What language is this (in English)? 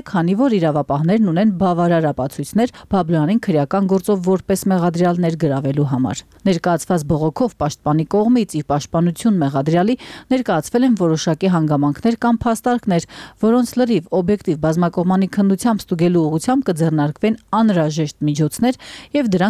Armenian